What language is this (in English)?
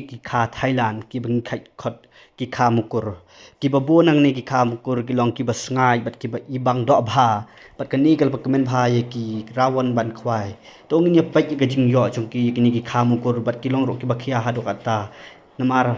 Khasi